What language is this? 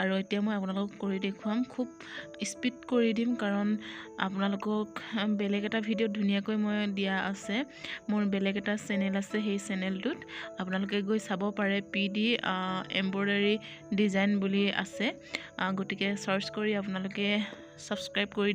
Assamese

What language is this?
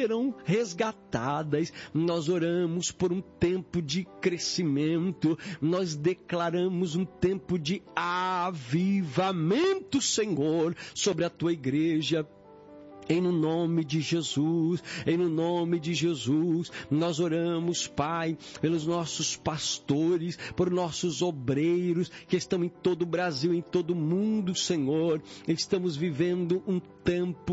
Portuguese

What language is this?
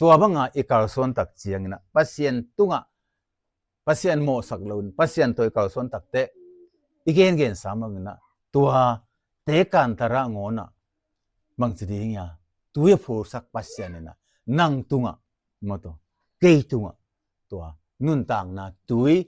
Tedim Chin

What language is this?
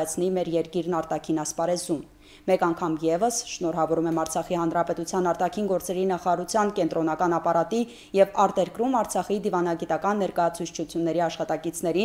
Armenian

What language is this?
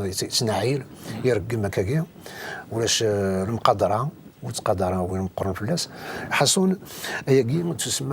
Kabyle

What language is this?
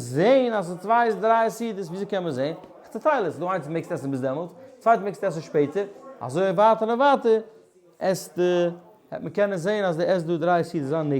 Yiddish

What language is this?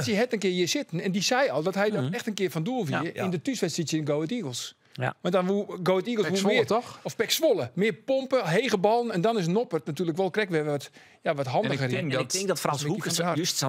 Western Frisian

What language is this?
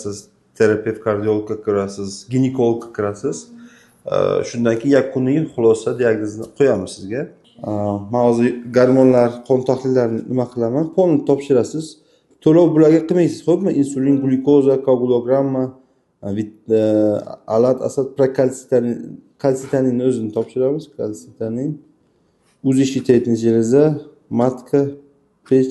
Uzbek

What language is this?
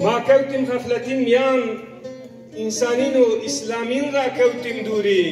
Zaza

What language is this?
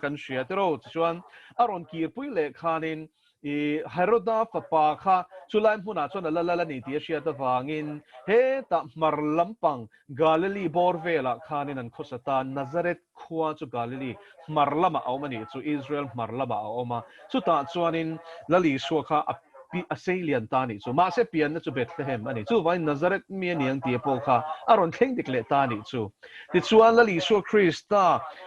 Mizo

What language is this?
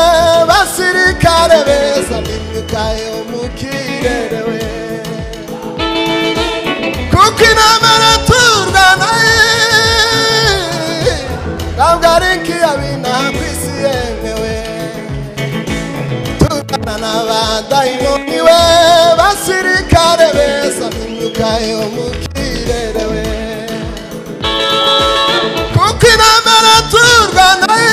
Kinyarwanda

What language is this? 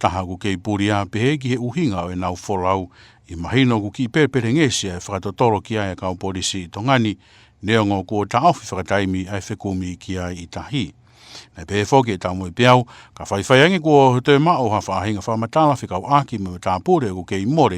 Tongan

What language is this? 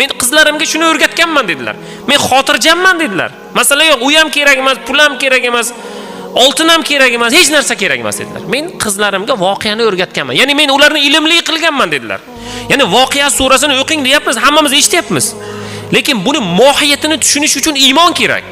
Uzbek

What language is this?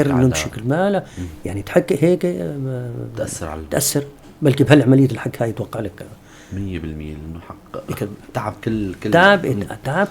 North Levantine Arabic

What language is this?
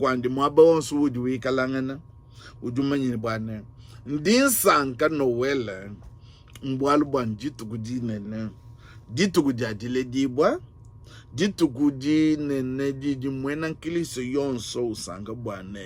Luba-Lulua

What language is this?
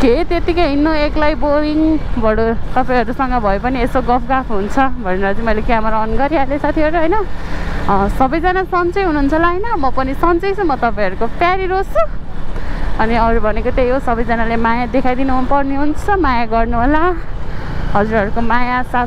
Nepali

